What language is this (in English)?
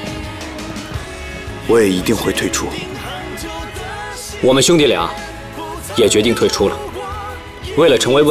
Chinese